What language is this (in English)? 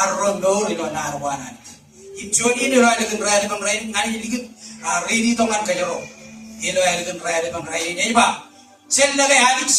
Marshallese